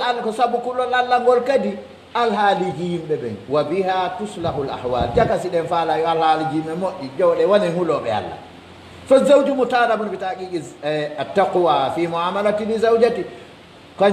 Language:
Pular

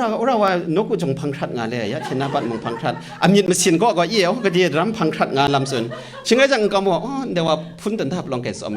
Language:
Kachin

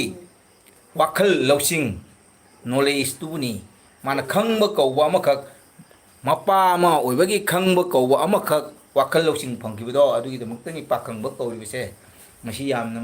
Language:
Manipuri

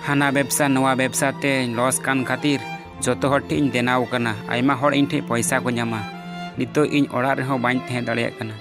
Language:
Santali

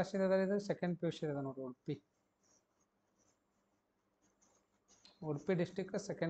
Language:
Kannada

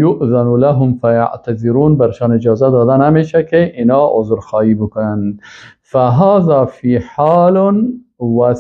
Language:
Persian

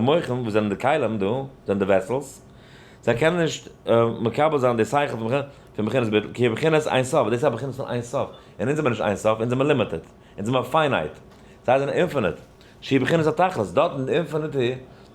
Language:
Yiddish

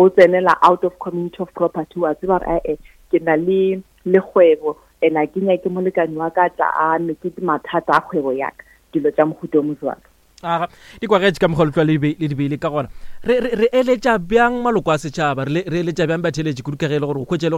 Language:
Northern Sotho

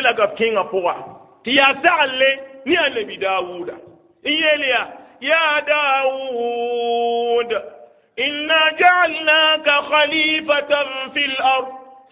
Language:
Mossi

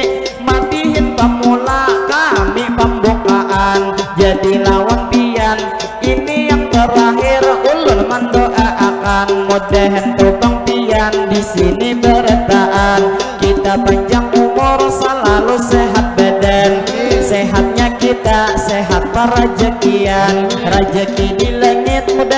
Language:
Banjar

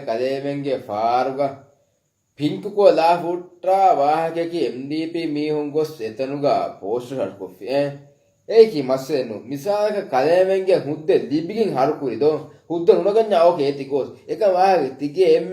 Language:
Divehi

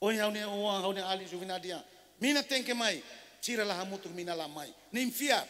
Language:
Tetum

